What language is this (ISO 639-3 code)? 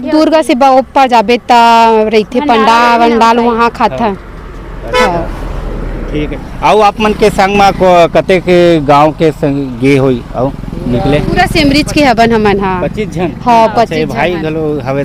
hne